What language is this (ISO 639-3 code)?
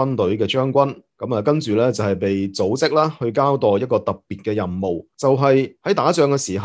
yue